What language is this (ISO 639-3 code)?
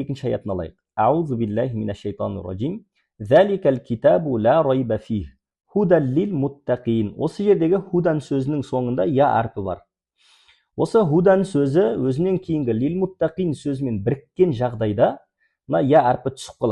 kaz